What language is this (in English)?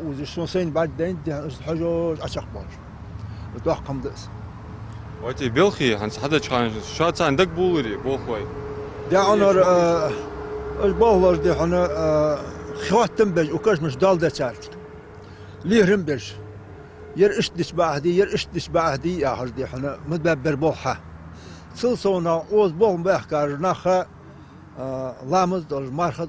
Ingush